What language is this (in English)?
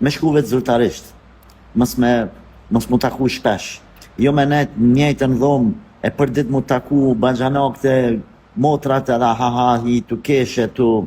Albanian